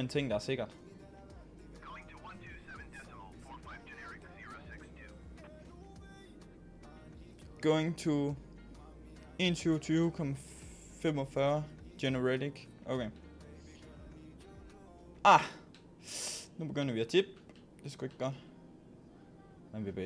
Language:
Danish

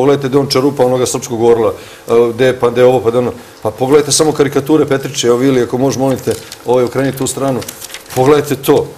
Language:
Serbian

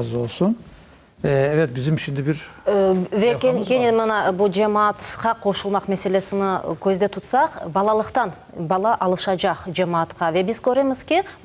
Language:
Crimean Tatar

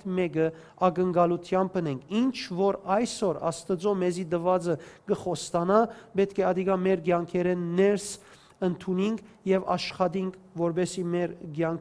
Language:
Western Armenian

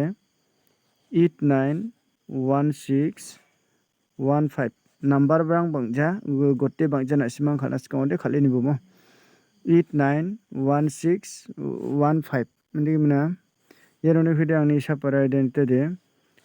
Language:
Garo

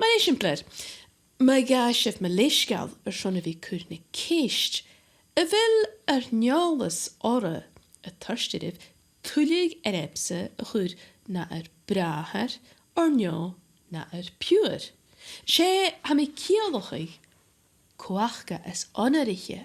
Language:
Scottish Gaelic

